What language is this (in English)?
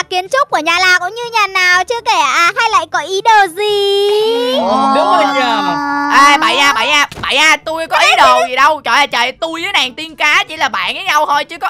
Vietnamese